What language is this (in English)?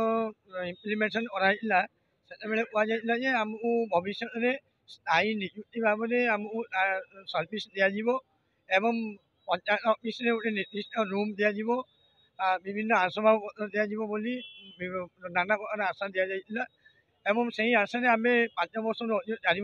Odia